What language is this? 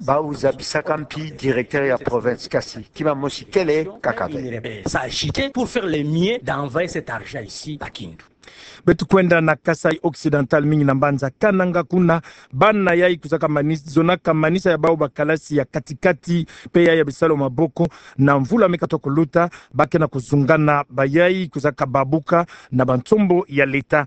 Kituba (Democratic Republic of Congo)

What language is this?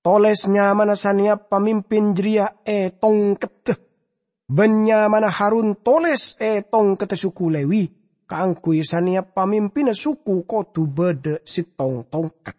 Madurese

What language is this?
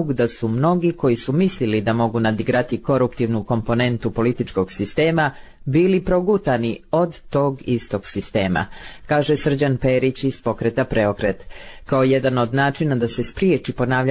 Serbian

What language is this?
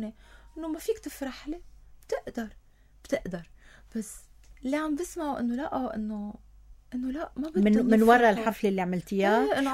North Levantine Arabic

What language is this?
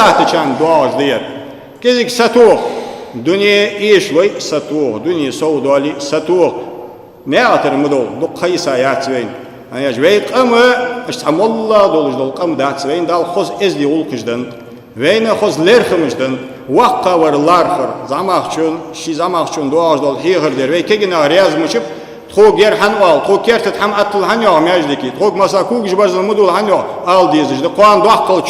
Ingush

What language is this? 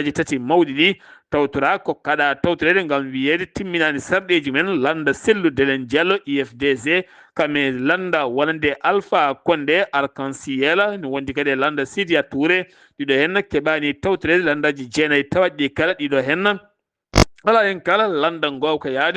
Fula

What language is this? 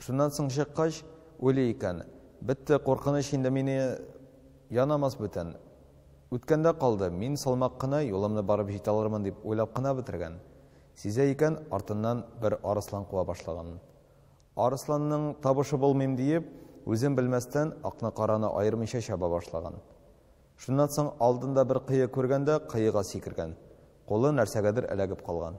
Tatar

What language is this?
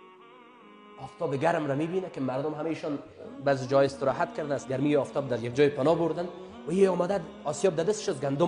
Persian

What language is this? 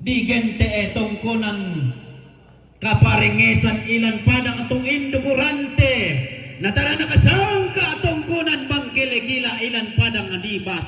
Toraja-Sa'dan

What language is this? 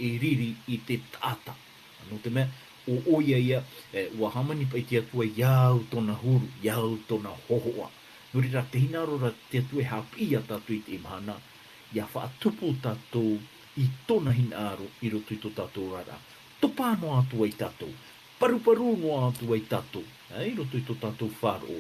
Tahitian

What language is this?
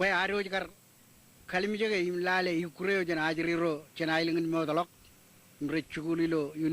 Marshallese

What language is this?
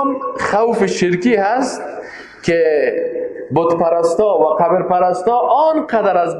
Persian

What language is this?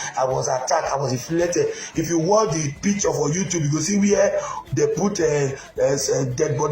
Nigerian Pidgin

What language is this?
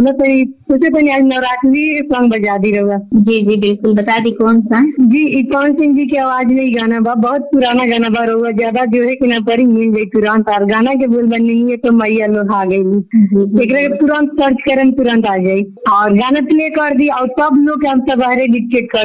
Bhojpuri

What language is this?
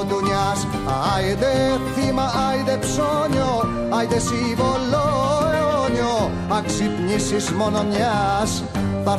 Greek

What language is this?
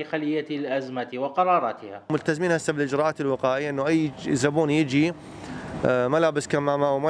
Mesopotamian Arabic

